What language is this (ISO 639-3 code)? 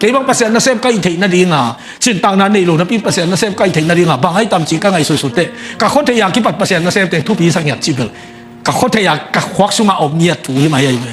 ctd